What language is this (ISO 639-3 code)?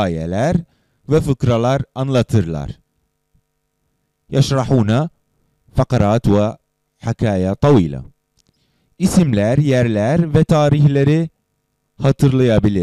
tur